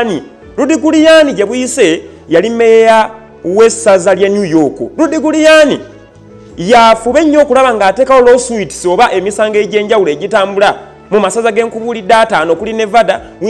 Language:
Ganda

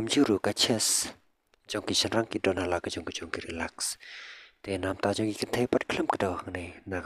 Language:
Khasi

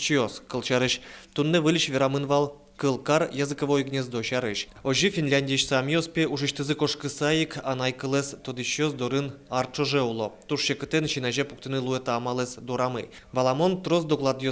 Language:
Udmurt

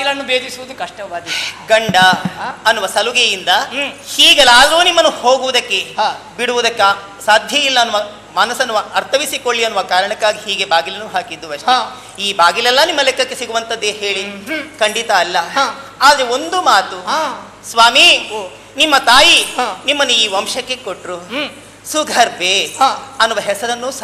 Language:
Kannada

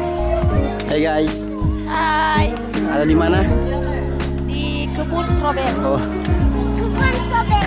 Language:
Manado Malay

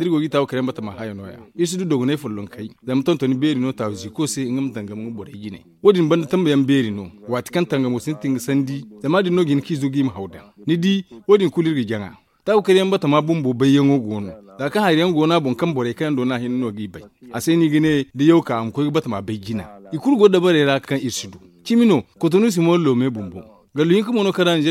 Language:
Zarma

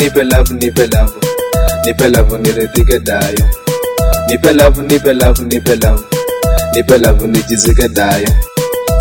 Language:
Swahili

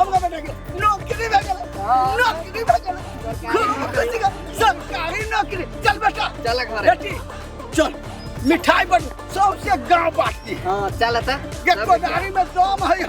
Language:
Maithili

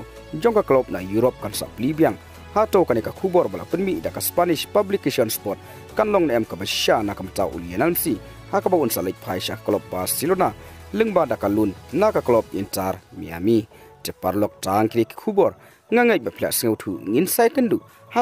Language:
Khasi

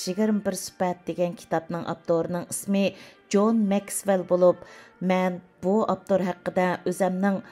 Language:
Uyghur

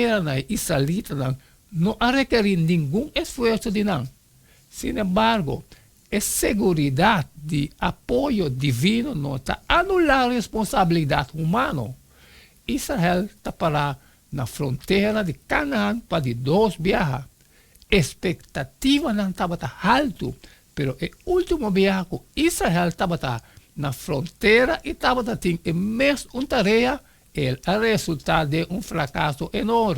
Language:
Papiamento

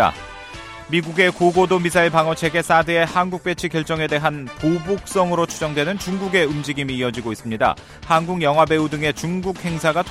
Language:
Korean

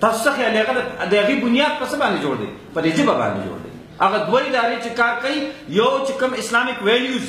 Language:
Pashto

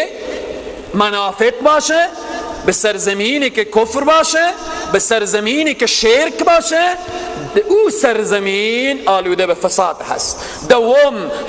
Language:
Persian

